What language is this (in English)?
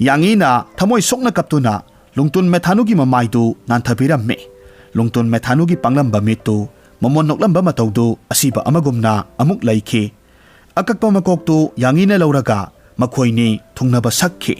Manipuri